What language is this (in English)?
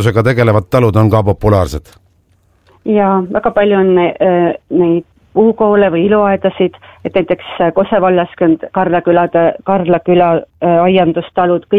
Estonian